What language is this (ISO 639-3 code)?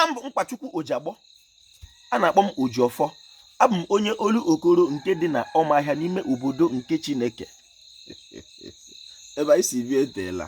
ibo